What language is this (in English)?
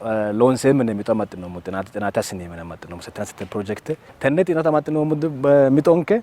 Sidamo